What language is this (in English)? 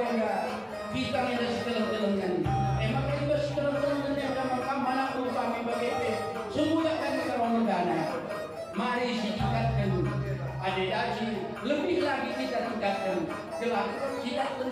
Batak Karo